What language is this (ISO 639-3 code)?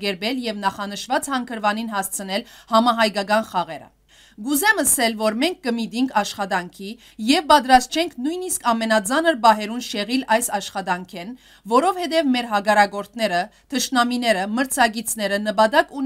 hyw